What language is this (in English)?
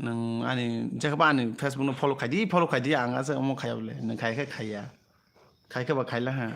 Kok Borok